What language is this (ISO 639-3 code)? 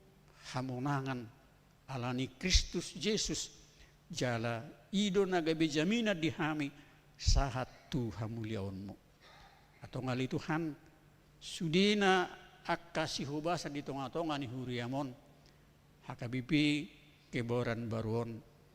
bbc